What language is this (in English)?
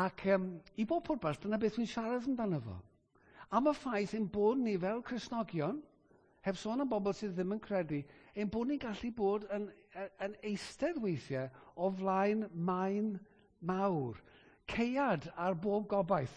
Welsh